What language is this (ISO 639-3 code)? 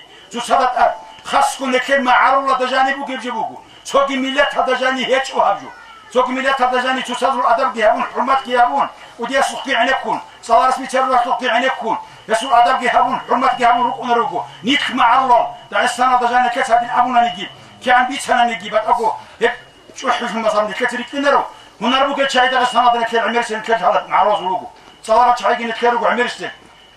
ava